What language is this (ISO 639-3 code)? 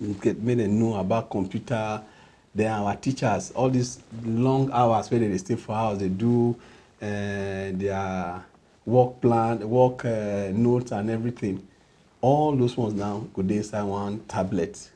pcm